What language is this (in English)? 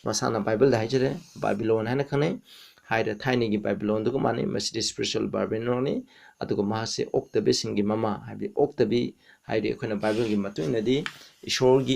Manipuri